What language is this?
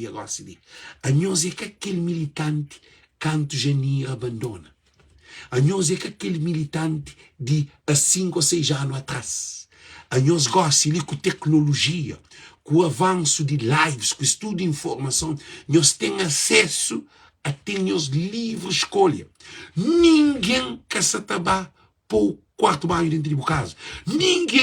Kabuverdianu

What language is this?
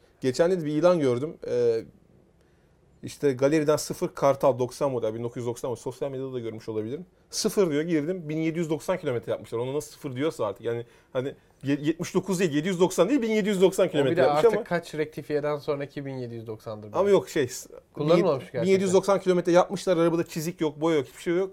Turkish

